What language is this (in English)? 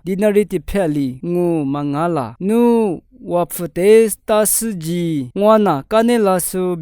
Lisu